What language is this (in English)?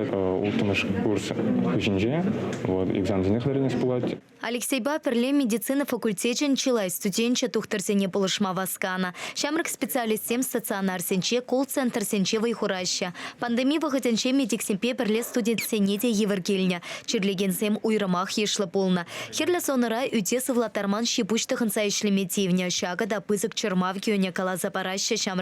Chuvash